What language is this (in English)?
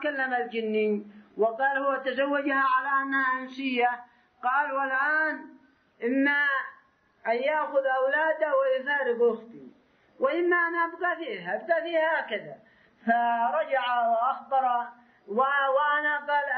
Arabic